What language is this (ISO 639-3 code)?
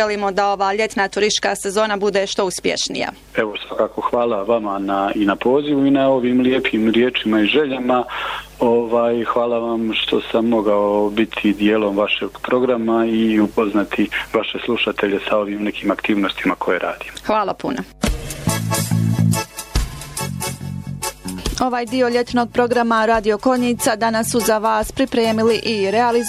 bos